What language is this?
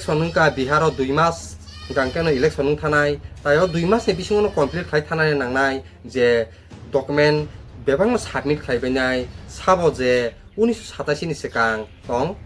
Kok Borok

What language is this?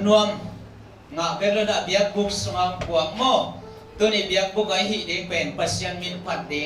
Tedim Chin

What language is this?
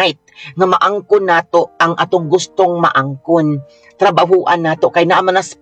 Cebuano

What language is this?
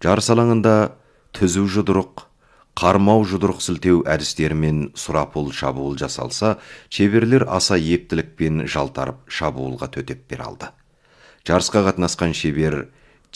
Kazakh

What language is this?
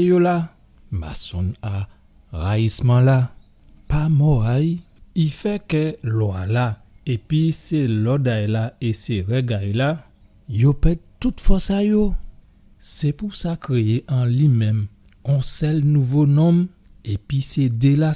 Guadeloupean Creole French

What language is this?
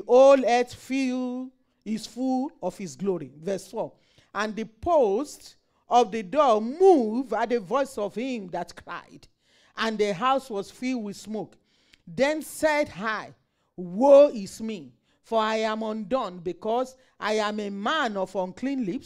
English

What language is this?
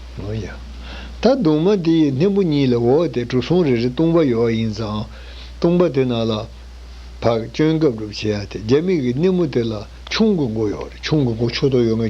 Tibetan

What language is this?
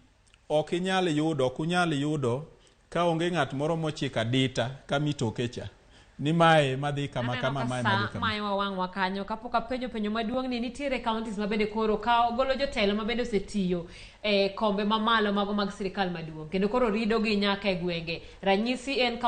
Luo (Kenya and Tanzania)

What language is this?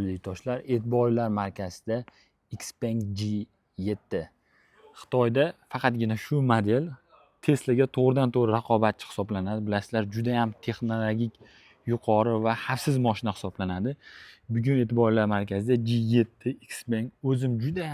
Uzbek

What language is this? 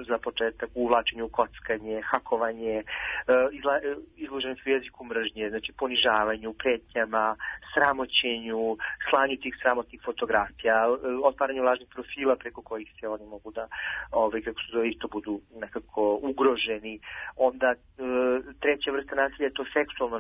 Serbian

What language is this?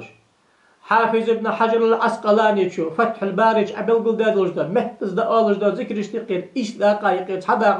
Ingush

